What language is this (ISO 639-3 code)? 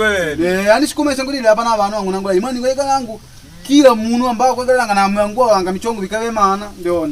kde